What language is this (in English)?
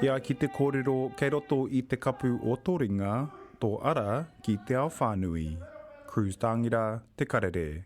Māori